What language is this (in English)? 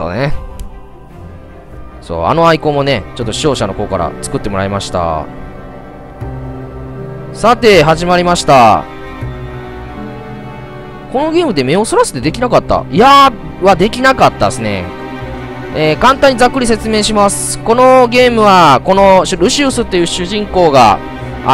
Japanese